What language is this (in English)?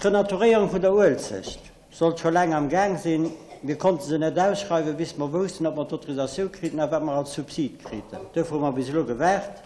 Luxembourgish